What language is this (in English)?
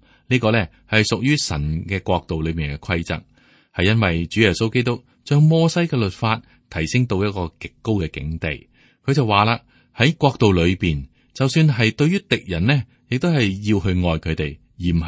Cantonese